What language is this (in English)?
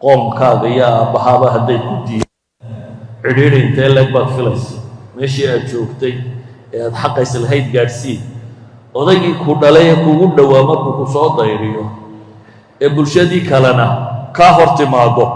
Somali